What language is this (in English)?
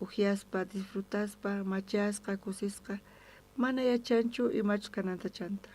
South Bolivian Quechua